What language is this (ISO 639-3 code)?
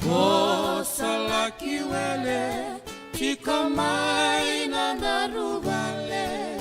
fij